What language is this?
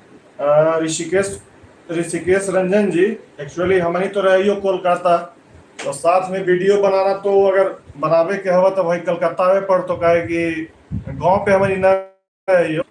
Magahi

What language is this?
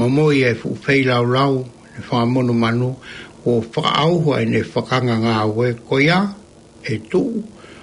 Tongan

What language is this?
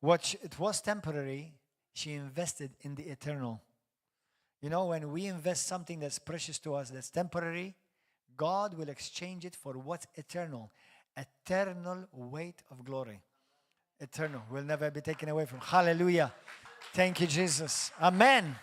English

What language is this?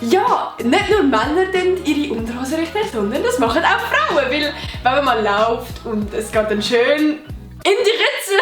Swiss German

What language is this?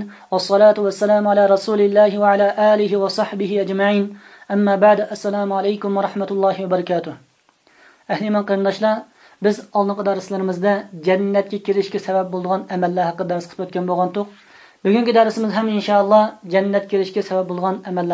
Uyghur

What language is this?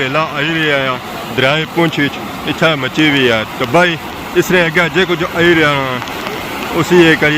Pahari-Potwari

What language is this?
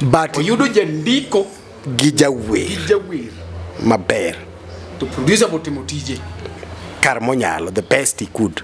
Luo (Kenya and Tanzania)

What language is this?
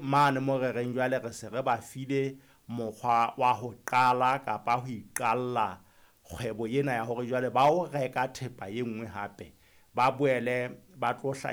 Southern Sotho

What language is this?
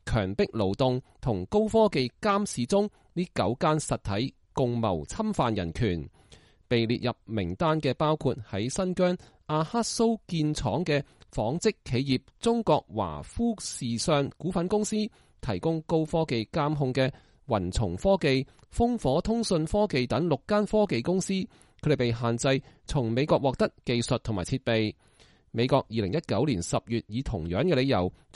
Cantonese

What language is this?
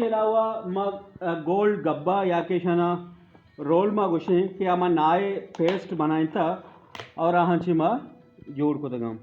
Eastern Balochi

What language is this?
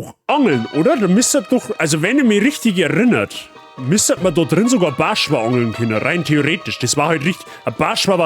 Bavarian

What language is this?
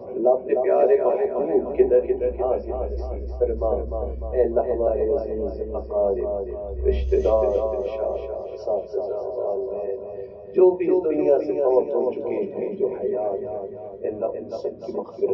Urdu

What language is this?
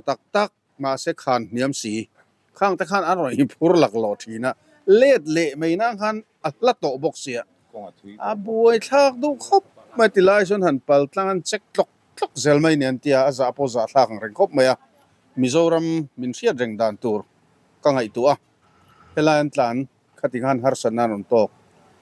Mizo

